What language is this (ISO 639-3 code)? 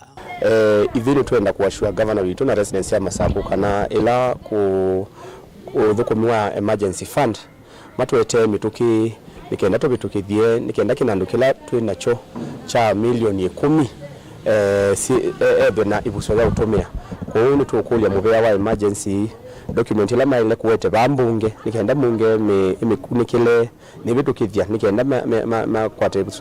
kam